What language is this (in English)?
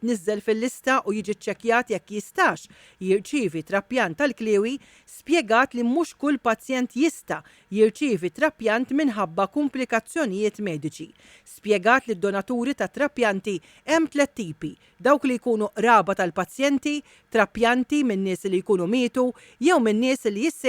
Maltese